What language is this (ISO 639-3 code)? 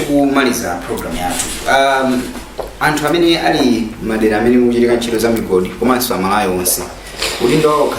nya